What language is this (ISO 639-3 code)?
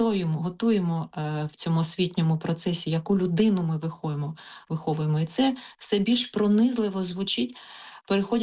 ukr